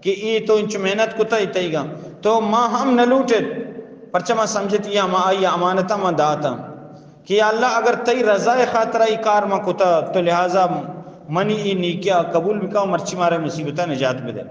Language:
Eastern Balochi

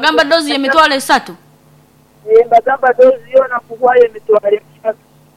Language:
Nyoro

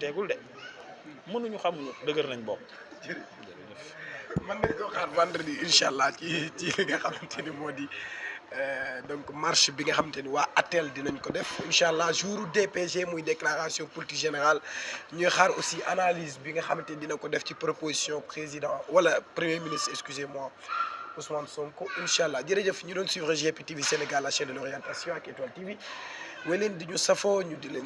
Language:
Wolof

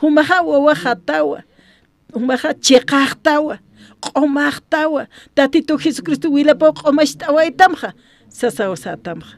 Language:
Aymara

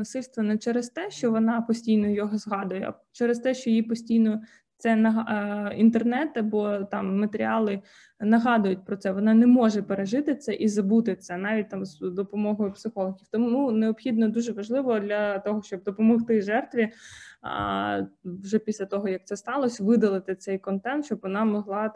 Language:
Ukrainian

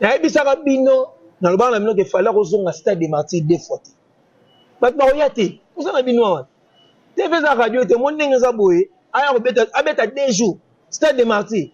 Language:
Lingala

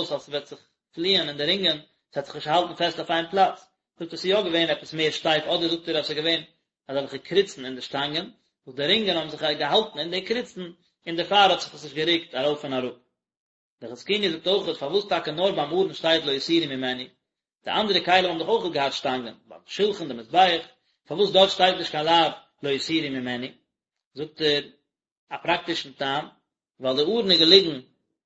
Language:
Yiddish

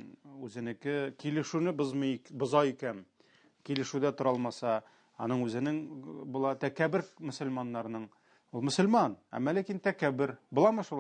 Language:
Tatar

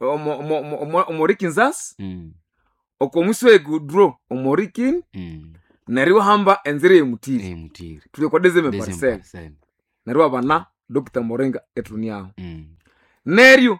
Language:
Nande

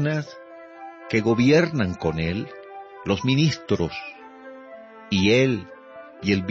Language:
Spanish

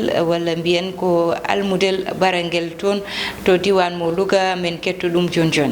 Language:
Fula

